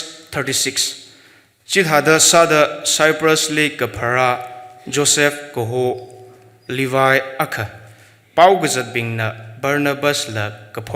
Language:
Tangkhul Naga (India)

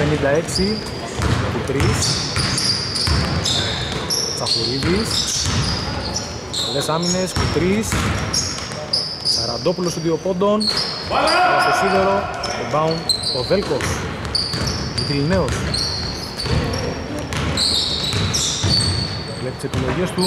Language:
Greek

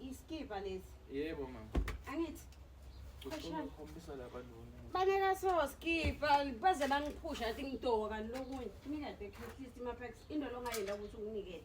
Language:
Zulu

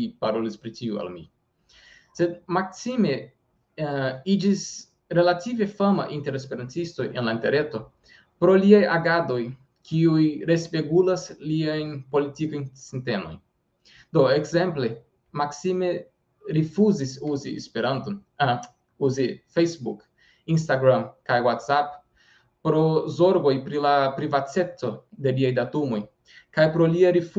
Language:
Esperanto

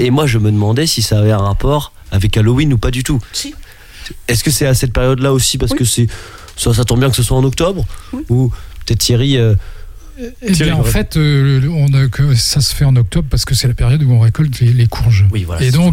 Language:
French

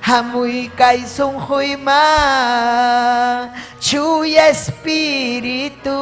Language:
Ayacucho Quechua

